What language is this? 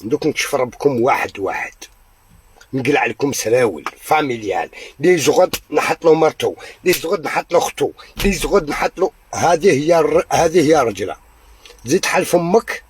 Algerian Arabic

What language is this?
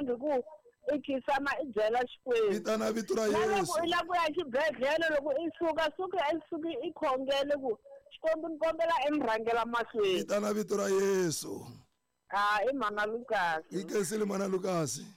Tsonga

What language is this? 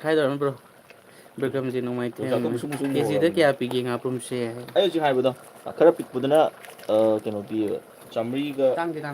Manipuri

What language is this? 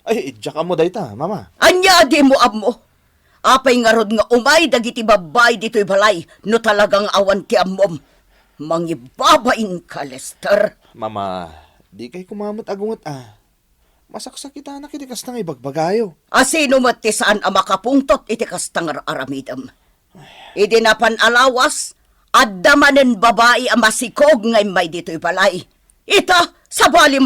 Iloko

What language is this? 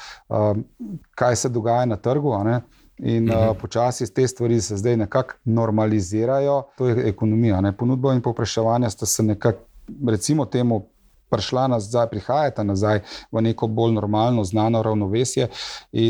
Slovenian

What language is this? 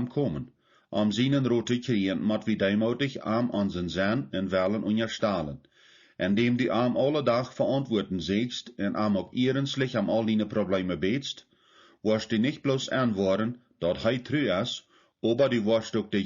Plautdietsch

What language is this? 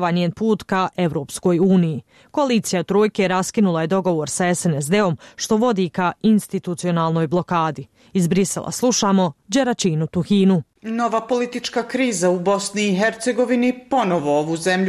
Bosnian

